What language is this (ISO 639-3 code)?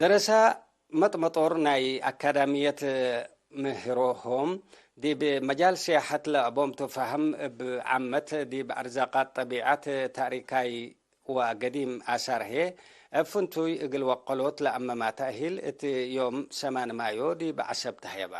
tig